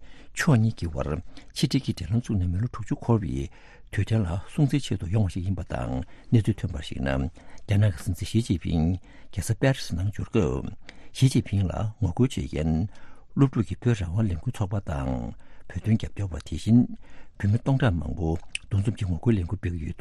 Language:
Tibetan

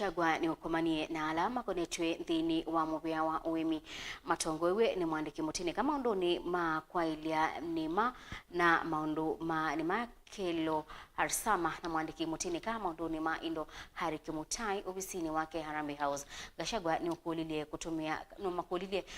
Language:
Kamba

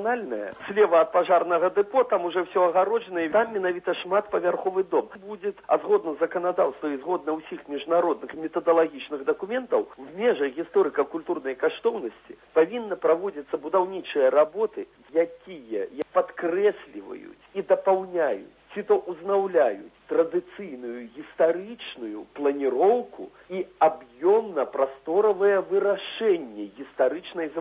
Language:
Belarusian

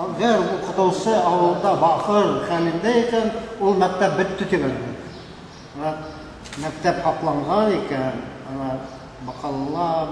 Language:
Bashkir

